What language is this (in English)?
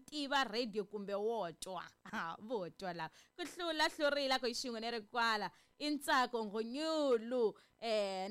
Tsonga